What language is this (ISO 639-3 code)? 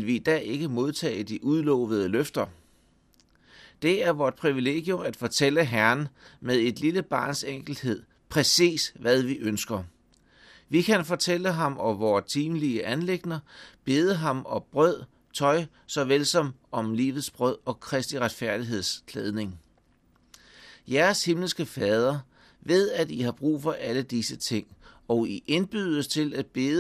dan